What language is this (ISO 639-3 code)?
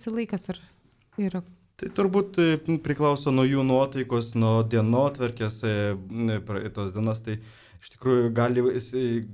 lit